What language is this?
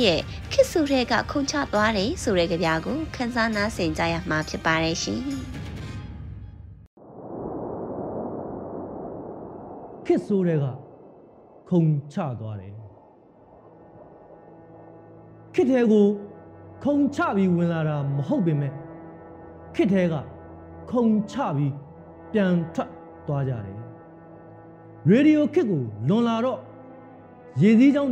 Burmese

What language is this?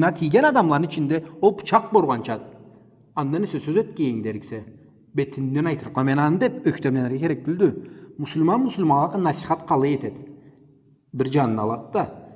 Karachay-Balkar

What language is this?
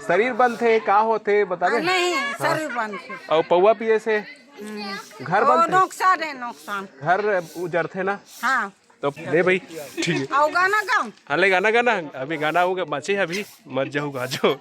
Chhattisgarhi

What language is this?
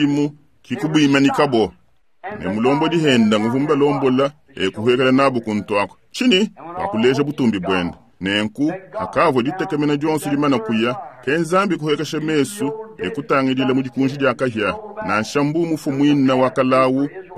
Luba-Lulua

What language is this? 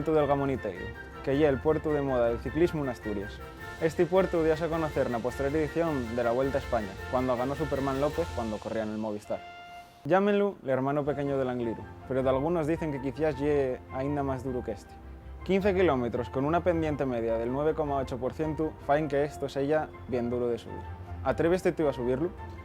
Asturian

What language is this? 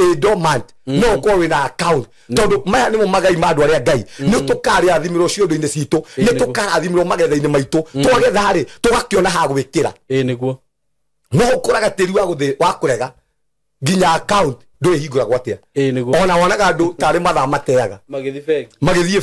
Kikuyu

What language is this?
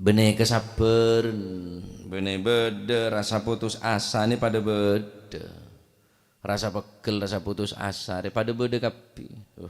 Madurese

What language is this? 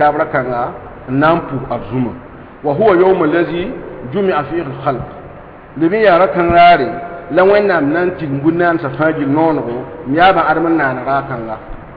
Mossi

